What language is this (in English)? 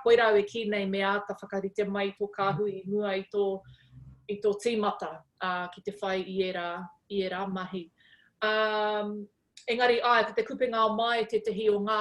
Māori